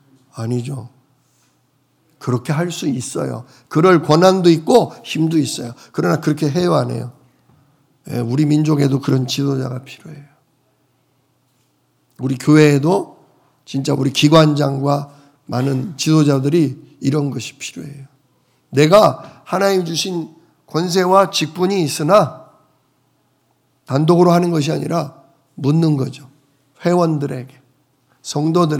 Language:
Korean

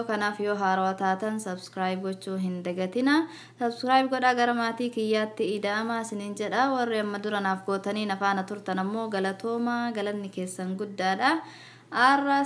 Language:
Oromo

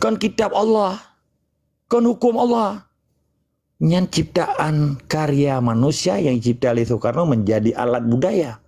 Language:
Achinese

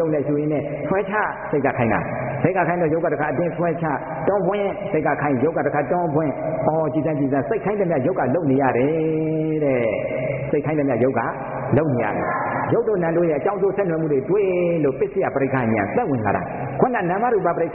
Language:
Burmese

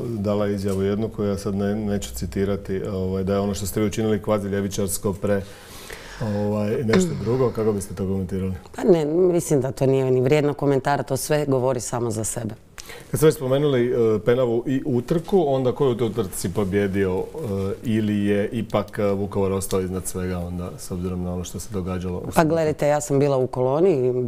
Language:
Croatian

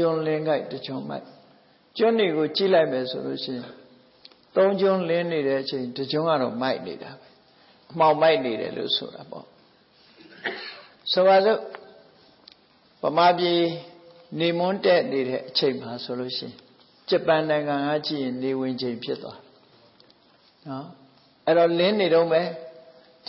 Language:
Burmese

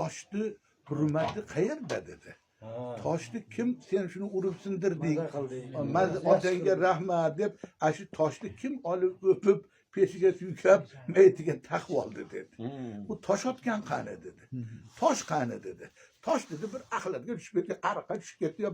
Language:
Uzbek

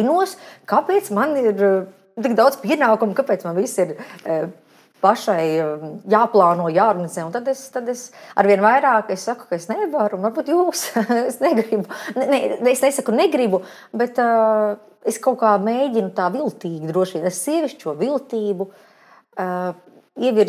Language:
Latvian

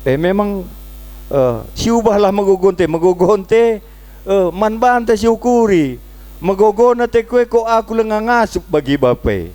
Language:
Batak Karo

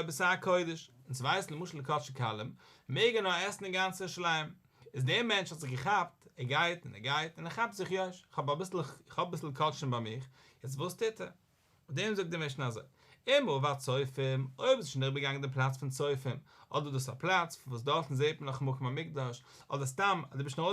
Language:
Yiddish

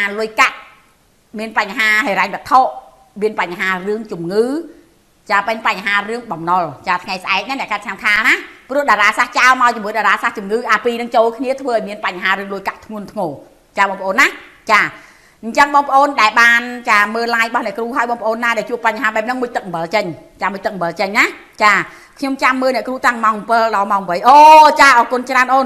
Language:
Khmer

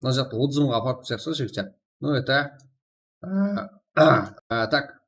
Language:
Kara-Kalpak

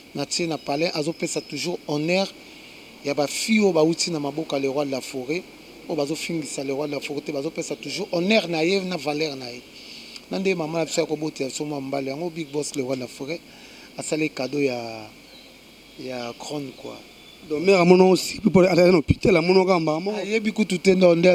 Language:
Lingala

